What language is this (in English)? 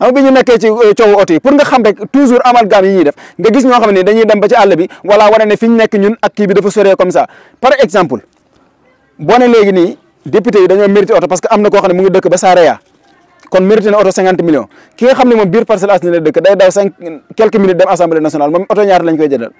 Wolof